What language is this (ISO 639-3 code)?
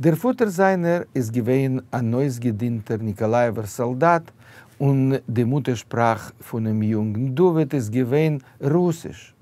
yid